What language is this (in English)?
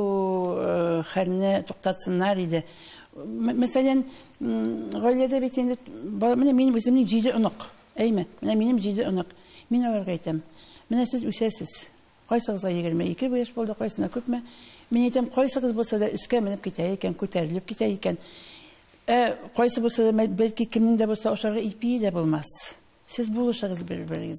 Tatar